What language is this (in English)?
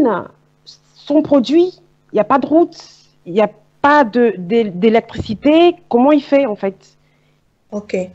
French